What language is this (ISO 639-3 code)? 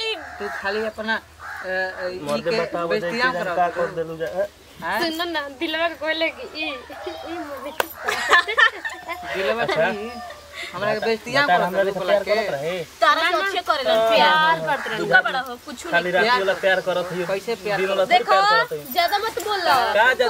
bho